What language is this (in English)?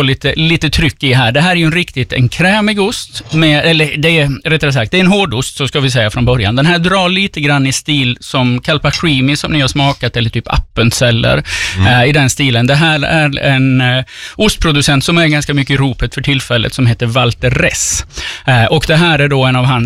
Swedish